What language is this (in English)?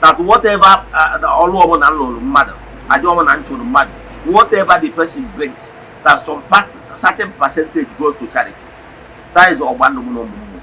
Igbo